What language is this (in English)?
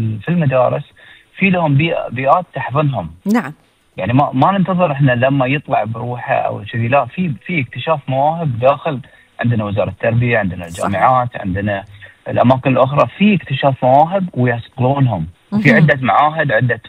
Gulf Arabic